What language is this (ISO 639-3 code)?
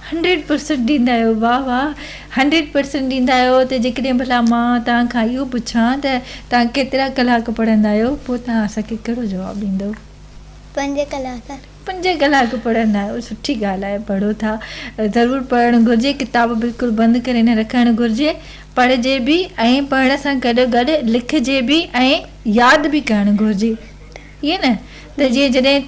snd